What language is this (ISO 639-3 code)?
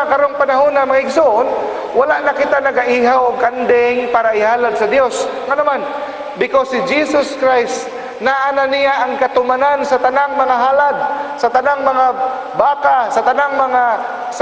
ceb